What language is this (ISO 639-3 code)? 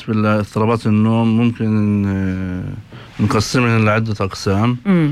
apc